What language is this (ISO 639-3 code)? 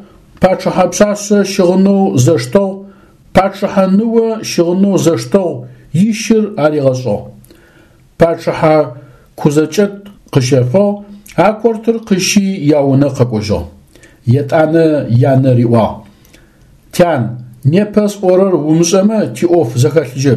ady